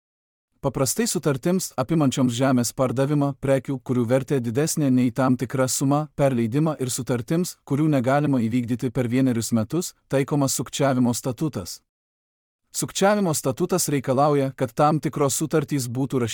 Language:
Lithuanian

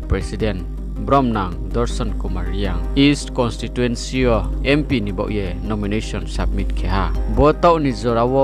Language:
Riang (India)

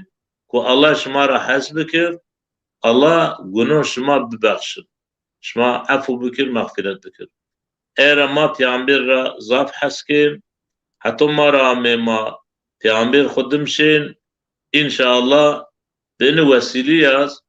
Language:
Zaza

